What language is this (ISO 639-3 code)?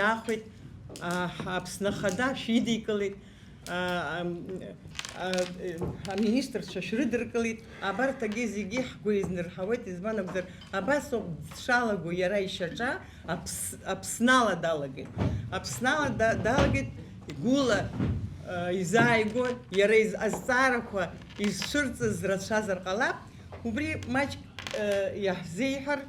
abk